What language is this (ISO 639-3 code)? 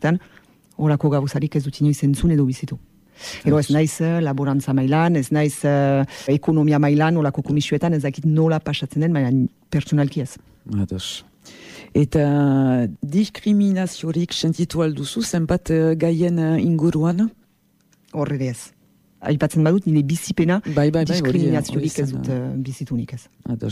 eus